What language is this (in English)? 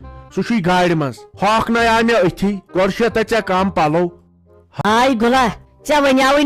Kashmiri